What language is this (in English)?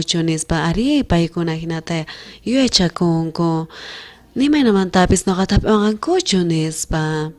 South Bolivian Quechua